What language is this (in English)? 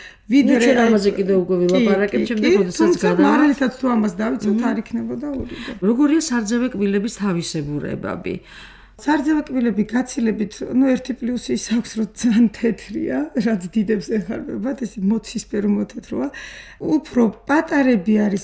Georgian